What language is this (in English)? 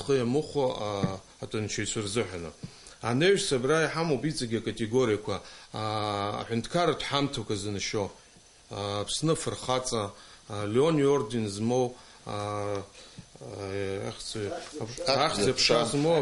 Abkhazian